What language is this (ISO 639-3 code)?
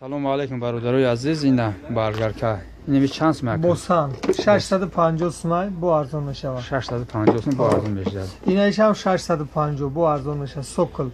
tgk